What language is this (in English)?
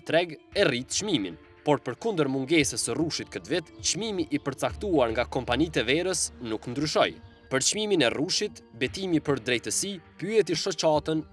Albanian